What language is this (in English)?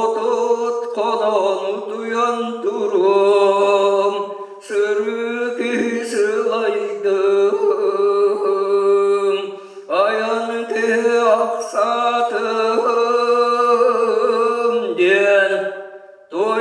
Yakut